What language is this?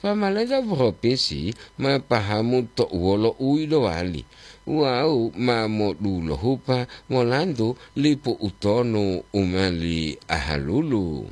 Gorontalo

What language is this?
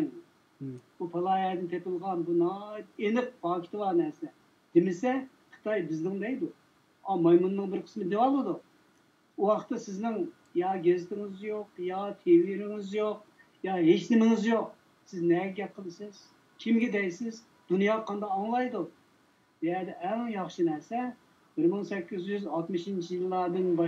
Uyghur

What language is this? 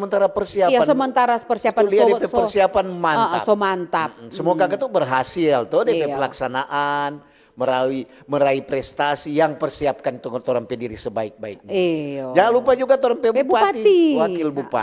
Manado Malay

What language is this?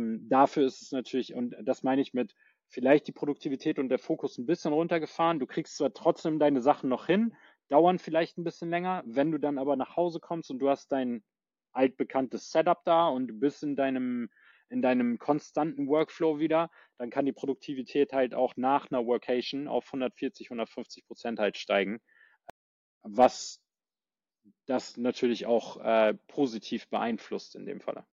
German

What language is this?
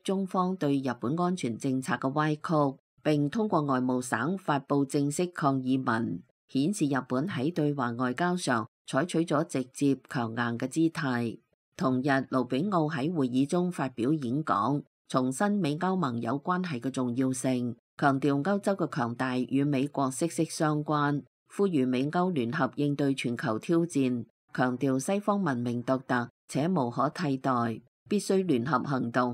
Cantonese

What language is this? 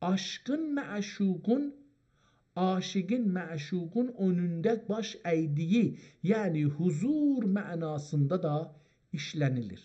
South Azerbaijani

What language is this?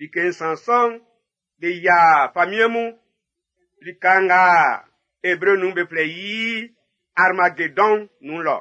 Baoulé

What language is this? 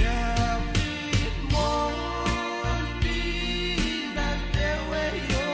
Pohnpeian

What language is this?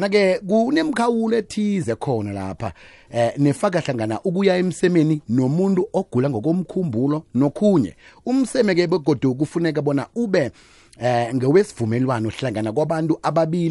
South Ndebele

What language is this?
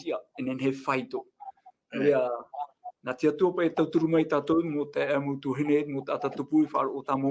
Tahitian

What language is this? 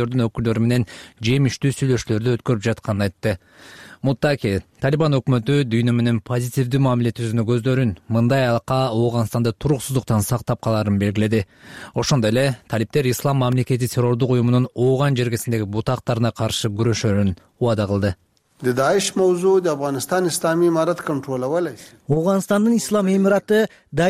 Kyrgyz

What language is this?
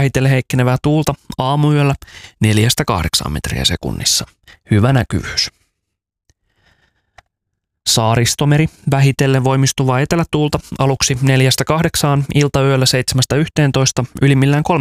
Finnish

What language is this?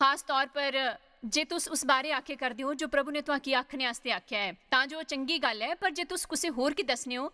Dogri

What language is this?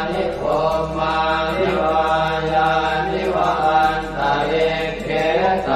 Pali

